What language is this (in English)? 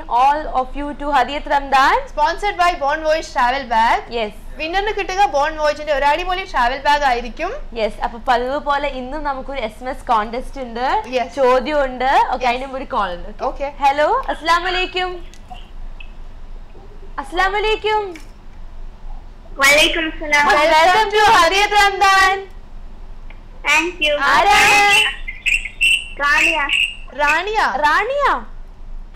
Malayalam